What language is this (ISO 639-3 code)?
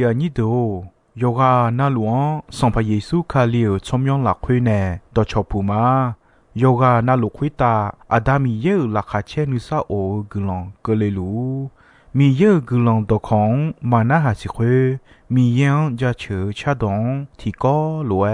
ahk